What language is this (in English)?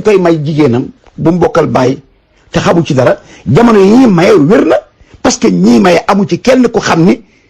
Wolof